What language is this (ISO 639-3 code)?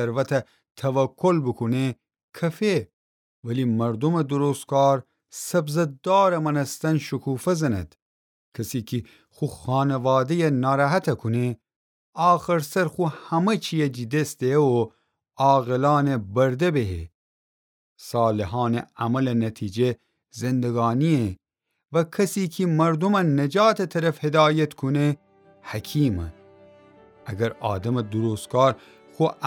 glk